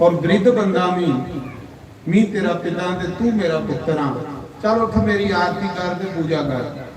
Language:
Dogri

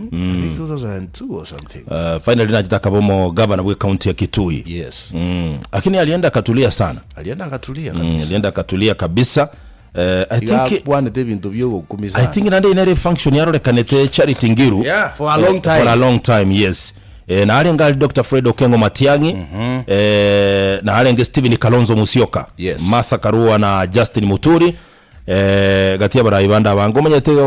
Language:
Gusii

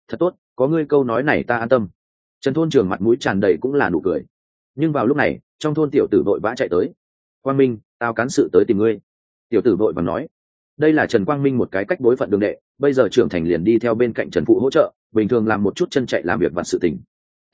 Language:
Vietnamese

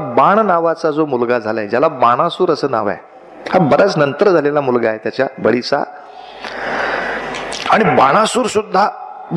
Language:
Marathi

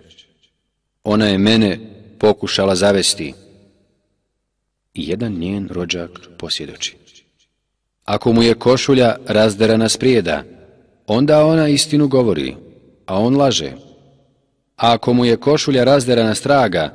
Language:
Bosnian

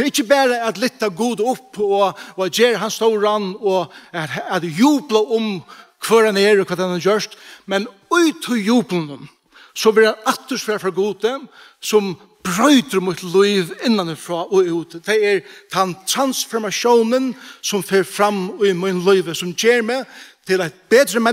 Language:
Faroese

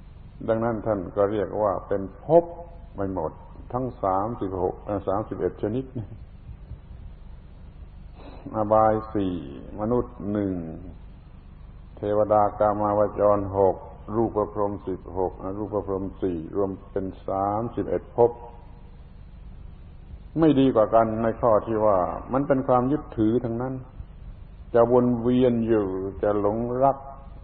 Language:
Thai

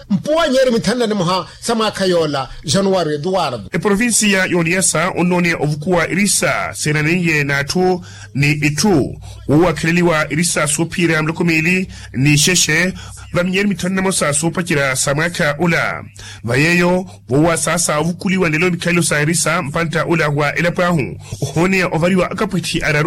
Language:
Makhuwa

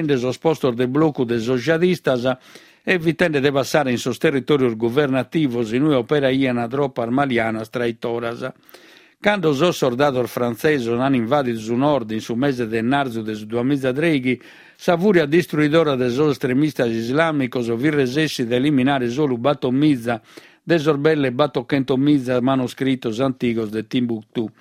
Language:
Sardinian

